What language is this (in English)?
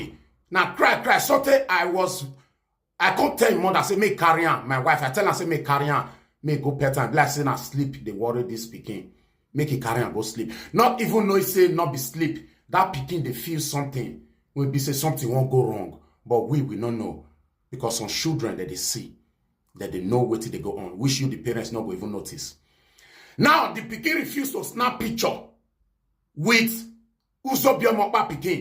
Nigerian Pidgin